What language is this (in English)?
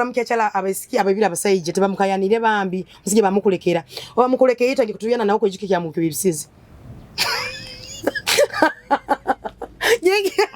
Nyoro